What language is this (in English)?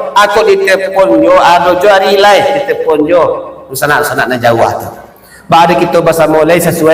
Minangkabau